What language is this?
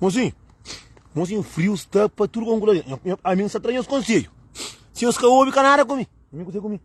Kabuverdianu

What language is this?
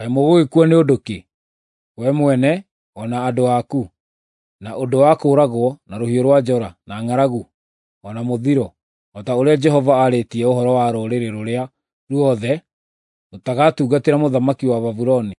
Kikuyu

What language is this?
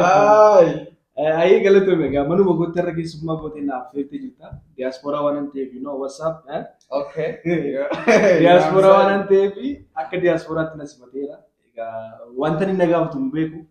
Oromo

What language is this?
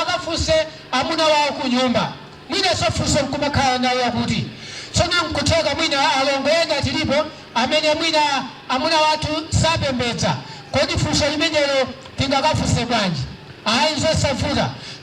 Nyanja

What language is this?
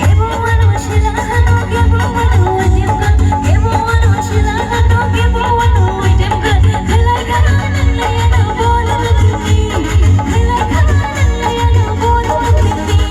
Kok Borok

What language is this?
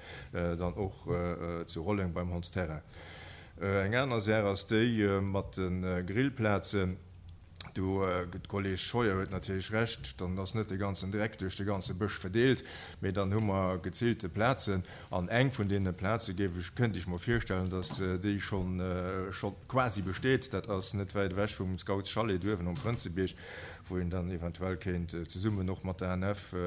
Luxembourgish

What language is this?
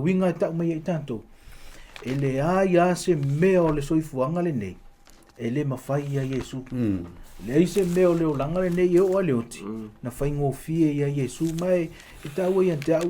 Samoan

